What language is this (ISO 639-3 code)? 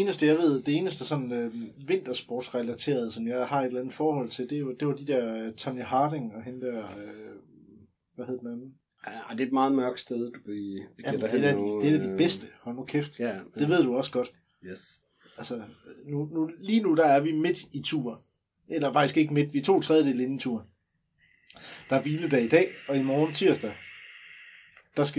dan